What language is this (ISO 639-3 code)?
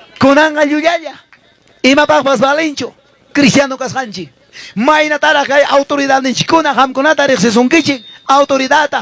quy